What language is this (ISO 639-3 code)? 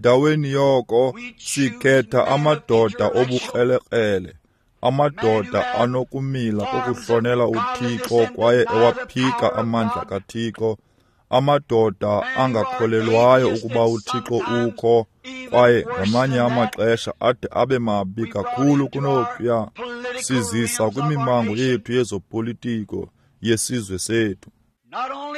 xho